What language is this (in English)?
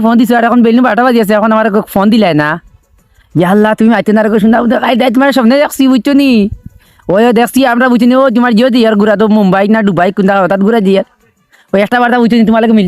Sylheti